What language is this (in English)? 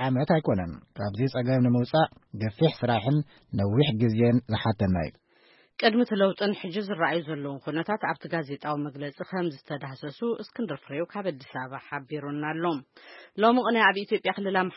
Tigrinya